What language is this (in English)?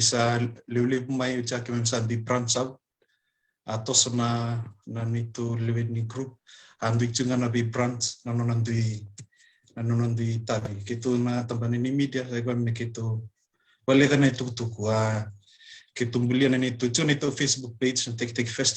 Fijian